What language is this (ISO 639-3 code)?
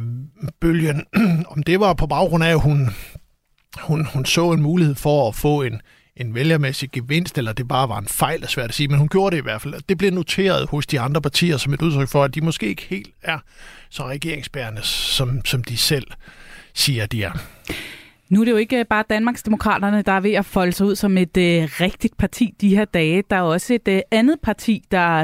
dan